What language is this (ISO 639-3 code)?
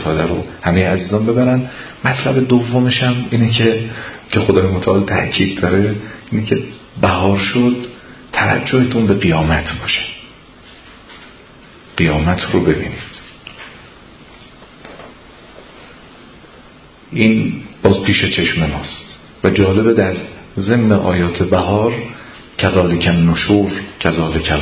fas